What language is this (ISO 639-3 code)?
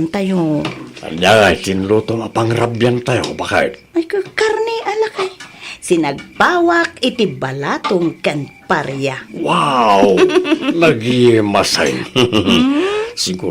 ilo